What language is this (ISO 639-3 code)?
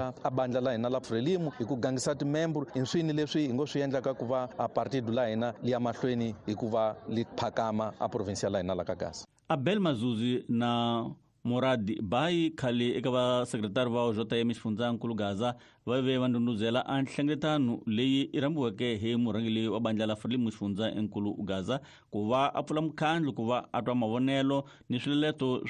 tso